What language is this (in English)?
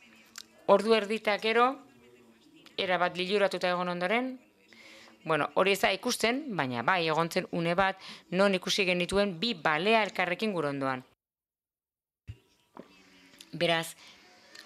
Basque